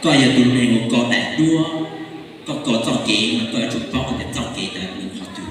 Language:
Hmong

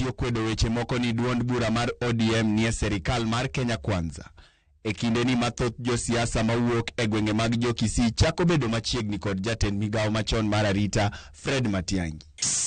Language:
Luo (Kenya and Tanzania)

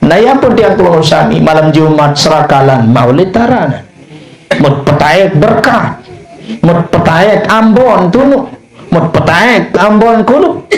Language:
Sasak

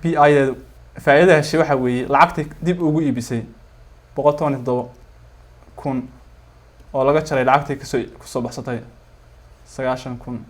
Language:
Somali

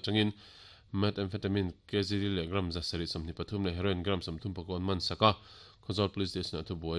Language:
Mizo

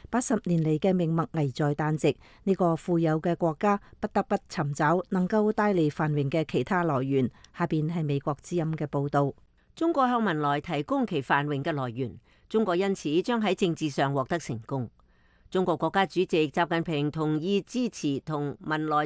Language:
Cantonese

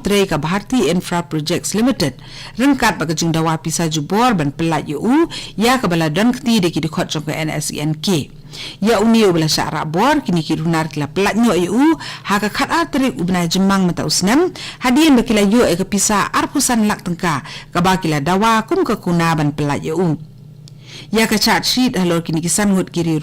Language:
Khasi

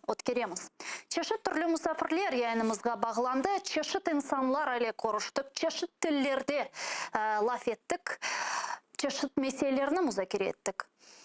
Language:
Crimean Tatar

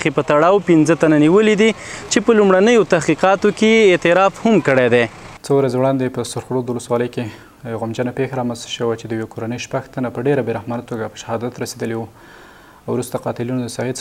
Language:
Pashto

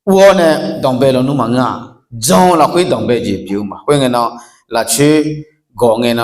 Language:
Akha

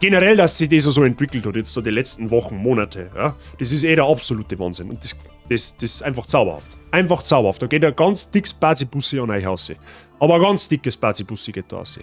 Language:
Bavarian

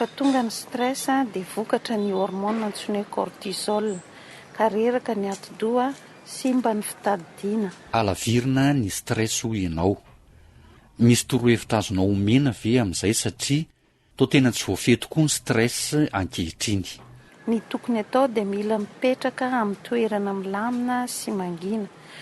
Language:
Malagasy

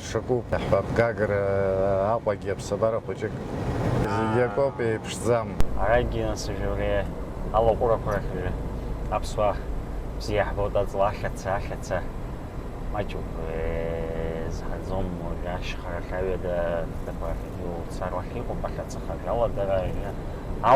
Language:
Abkhazian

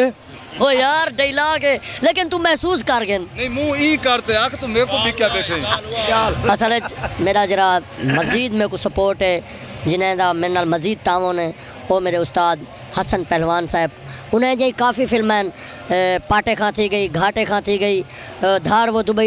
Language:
Saraiki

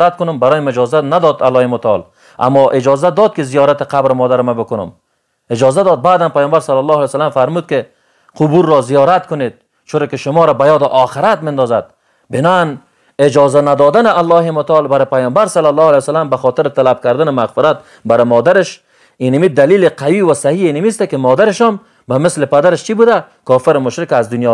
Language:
Tajik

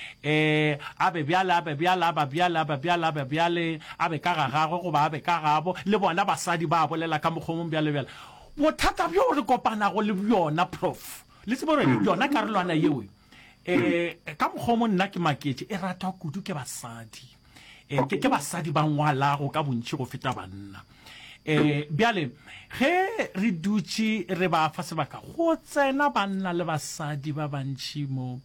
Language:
Northern Sotho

